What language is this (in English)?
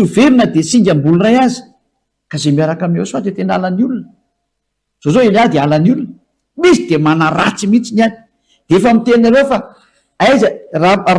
Malagasy